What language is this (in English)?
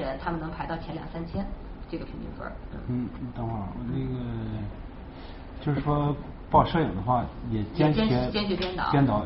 Chinese